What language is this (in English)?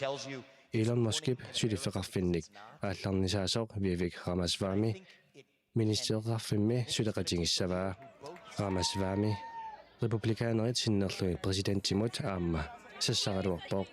Kalaallisut